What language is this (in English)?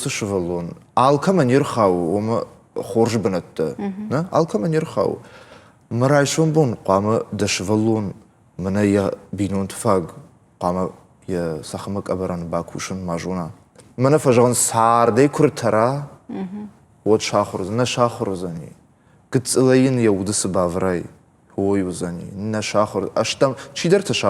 Ossetic